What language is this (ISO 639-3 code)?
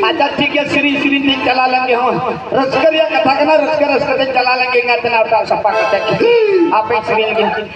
sat